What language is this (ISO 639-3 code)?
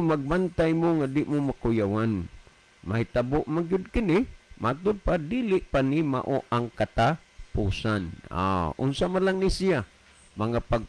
ceb